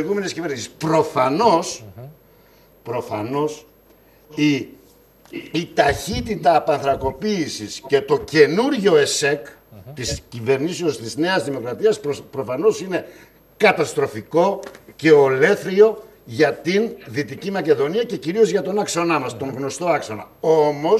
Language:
Greek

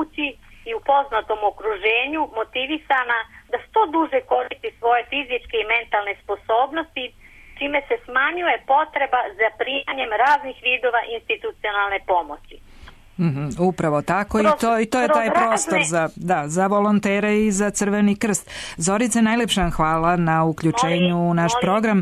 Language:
Serbian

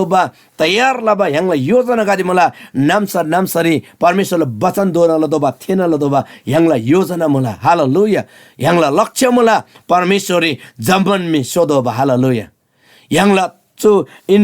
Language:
Eastern Tamang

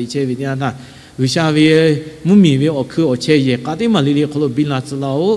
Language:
Lahu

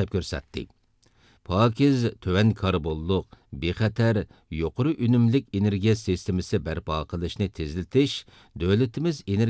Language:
Uyghur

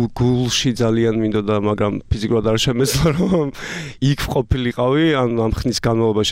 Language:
Georgian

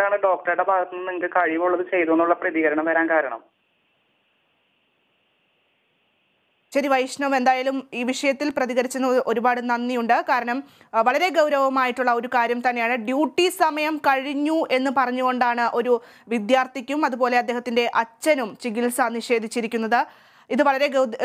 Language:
Malayalam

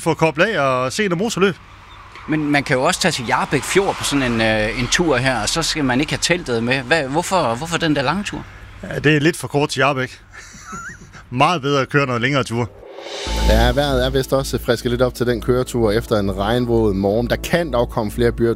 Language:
Danish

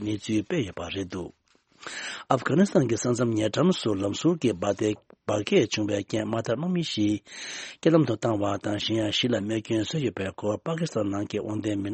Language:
Tibetan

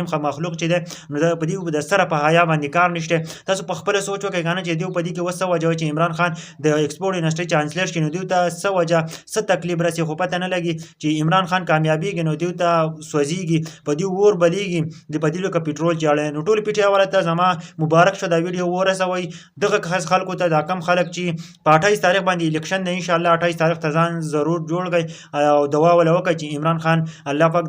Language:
Pashto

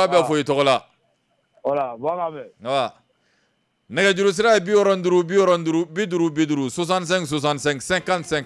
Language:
Bambara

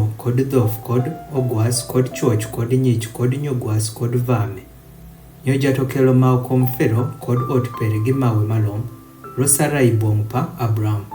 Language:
Adhola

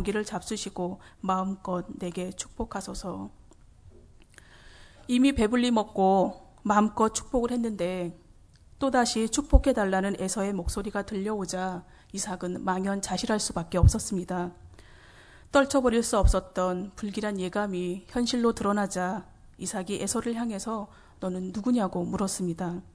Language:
Korean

